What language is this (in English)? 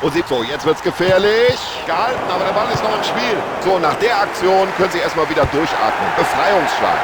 Bavarian